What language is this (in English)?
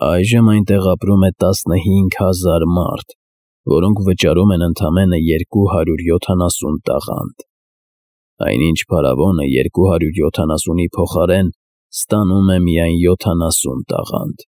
Armenian